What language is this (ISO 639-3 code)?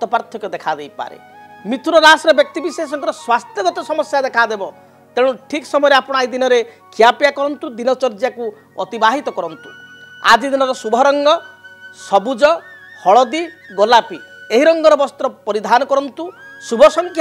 ori